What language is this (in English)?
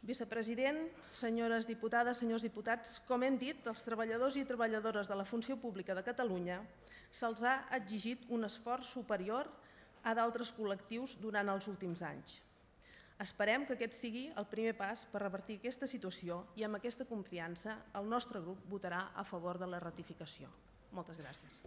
Catalan